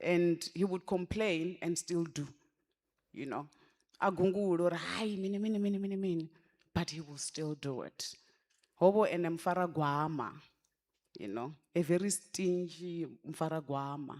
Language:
Venda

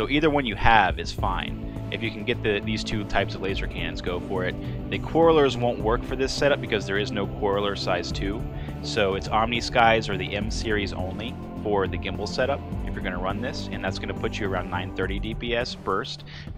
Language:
English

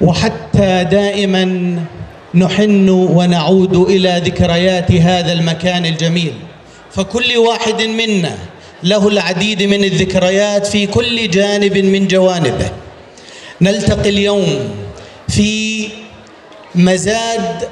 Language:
North Levantine Arabic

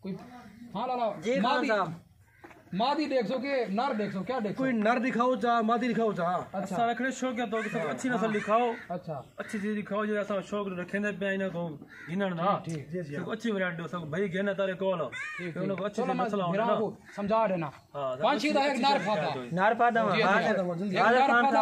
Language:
Saraiki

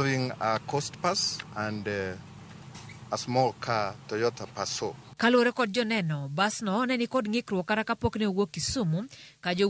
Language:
Luo (Kenya and Tanzania)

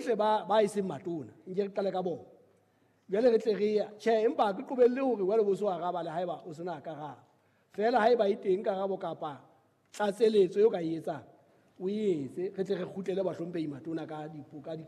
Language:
Southern Sotho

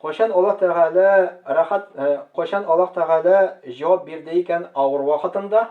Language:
Tatar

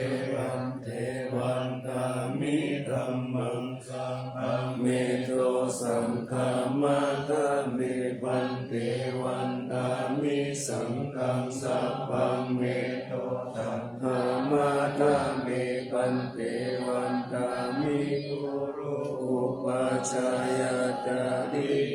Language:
Pali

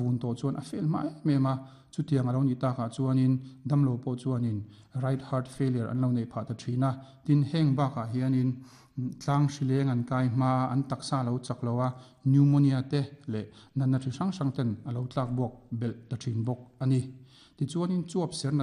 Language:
Mizo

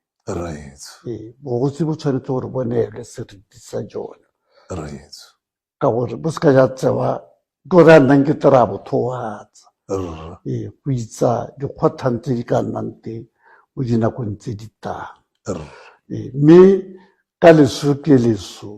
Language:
Tswana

